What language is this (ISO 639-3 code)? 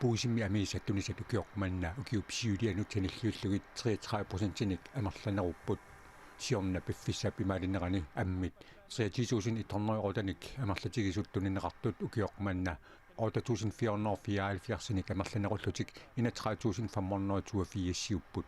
kal